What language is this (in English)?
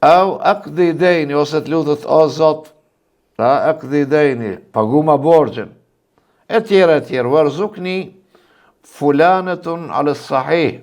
Albanian